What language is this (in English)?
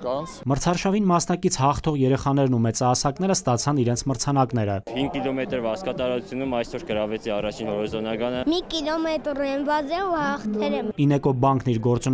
Armenian